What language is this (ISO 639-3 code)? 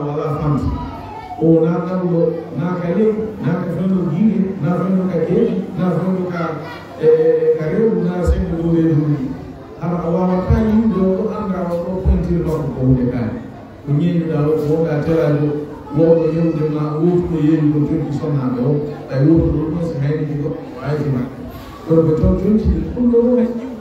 ful